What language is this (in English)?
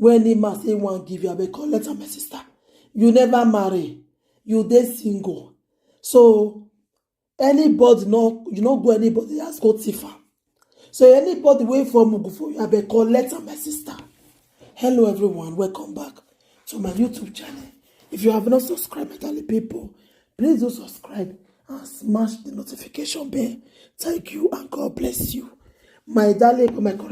Nigerian Pidgin